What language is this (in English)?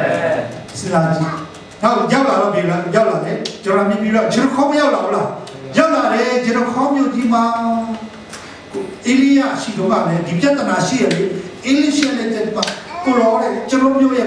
Burmese